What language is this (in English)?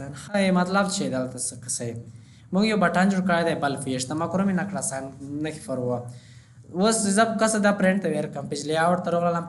Pashto